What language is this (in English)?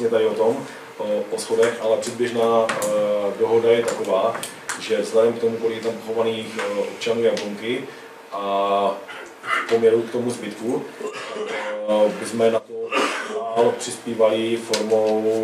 Czech